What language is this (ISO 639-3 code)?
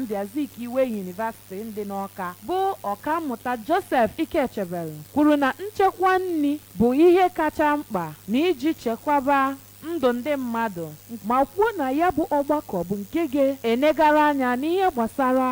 ibo